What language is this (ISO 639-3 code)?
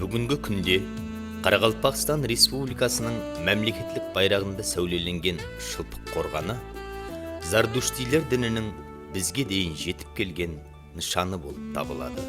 kaa